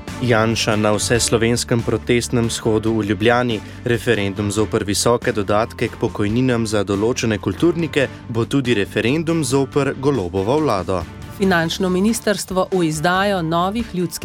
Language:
Slovenian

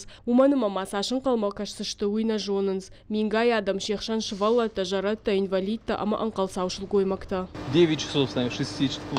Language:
Ossetic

